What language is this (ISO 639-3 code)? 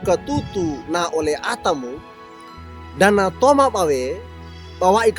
wew